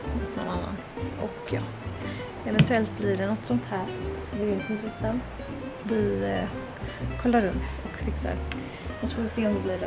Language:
Swedish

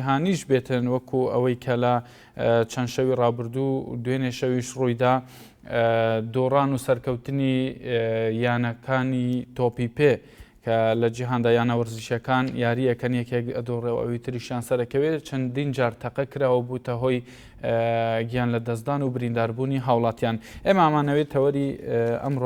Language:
Central Kurdish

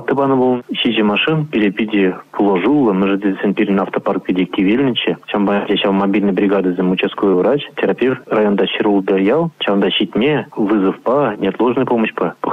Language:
Chuvash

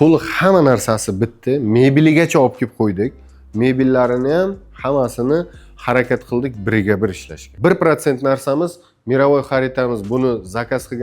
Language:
Uzbek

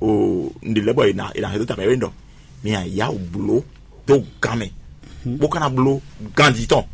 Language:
Fon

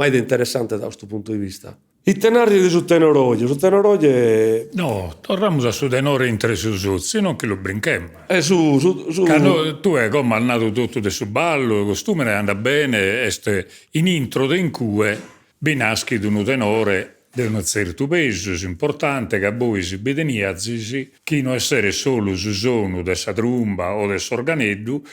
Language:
Sardinian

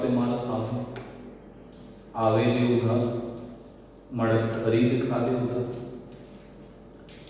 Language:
Gujarati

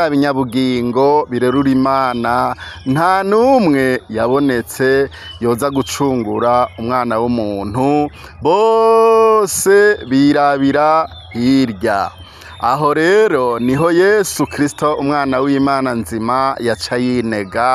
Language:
Rundi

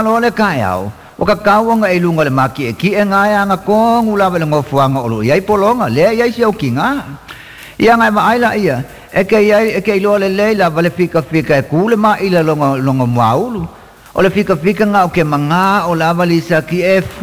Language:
Samoan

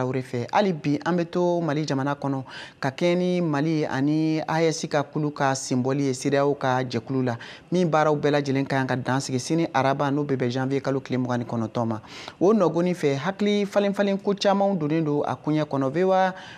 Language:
Bambara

